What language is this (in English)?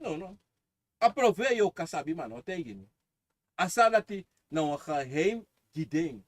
Sranan Tongo